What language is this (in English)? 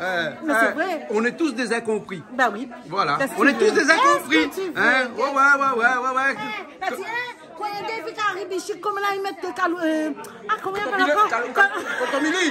Réunion Creole French